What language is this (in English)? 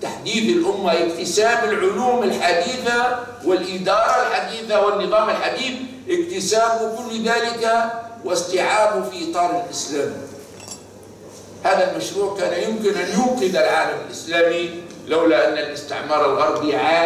Arabic